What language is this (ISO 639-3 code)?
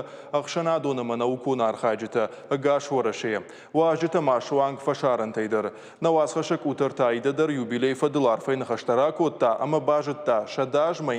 oss